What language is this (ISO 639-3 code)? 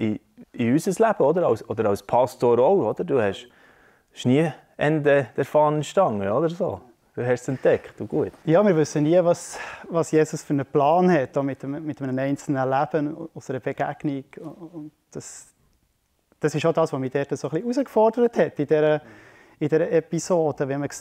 gsw